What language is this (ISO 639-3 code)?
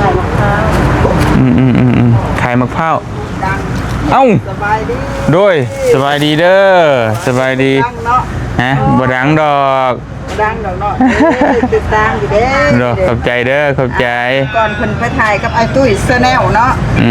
lao